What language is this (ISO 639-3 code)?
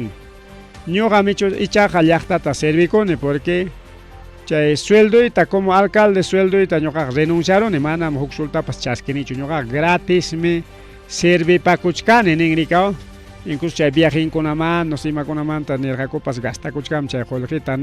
quy